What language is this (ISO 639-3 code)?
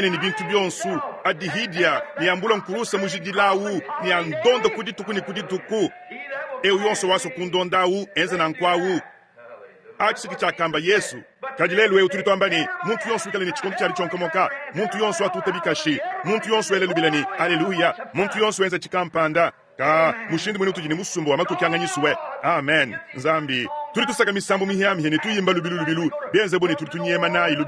lua